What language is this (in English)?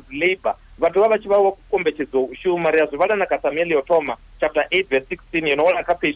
Venda